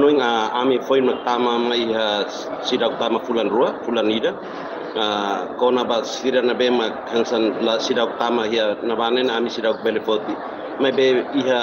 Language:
Tetum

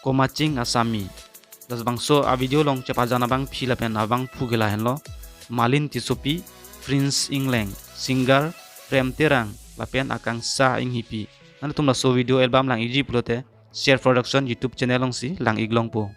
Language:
Karbi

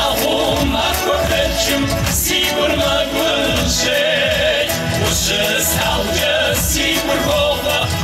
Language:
Kabardian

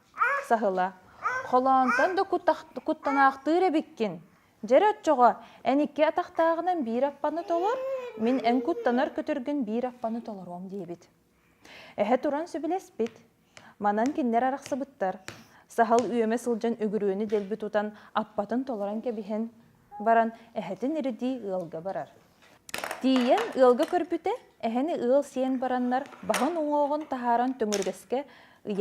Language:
Yakut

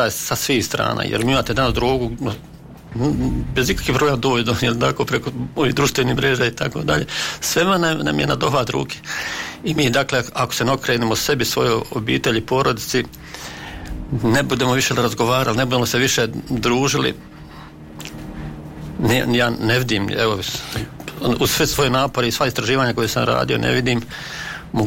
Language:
Bosnian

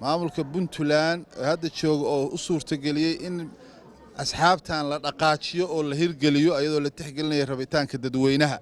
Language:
Somali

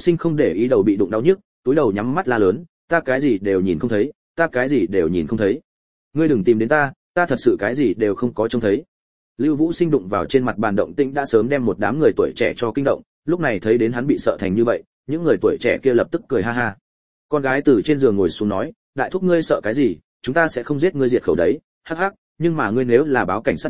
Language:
Vietnamese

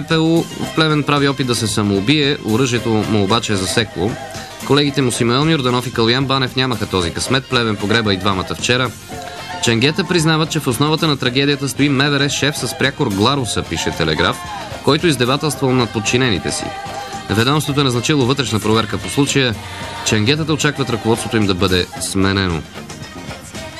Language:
Bulgarian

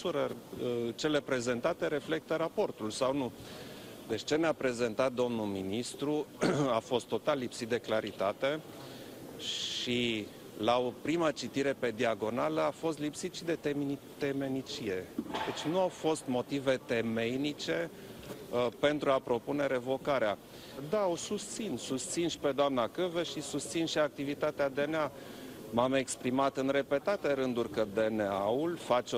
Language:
Romanian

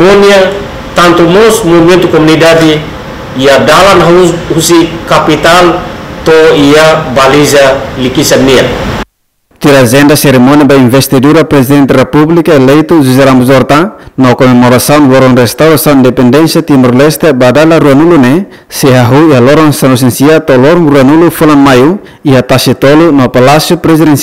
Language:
Tetum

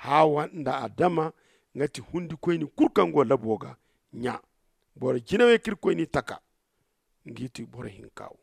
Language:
Zarma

